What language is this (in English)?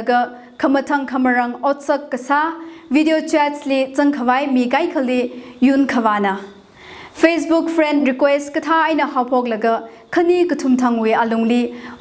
Tangkhul Naga (India)